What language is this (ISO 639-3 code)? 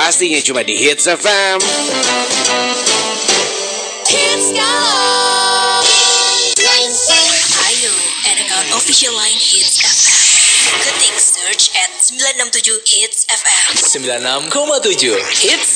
ind